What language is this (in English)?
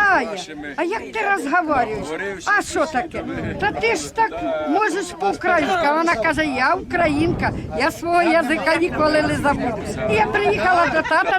Rusyn